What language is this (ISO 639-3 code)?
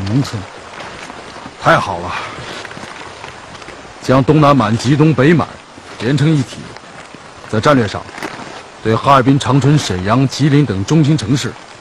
zho